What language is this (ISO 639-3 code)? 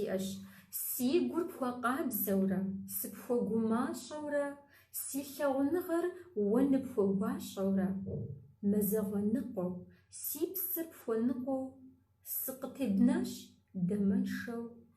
kbd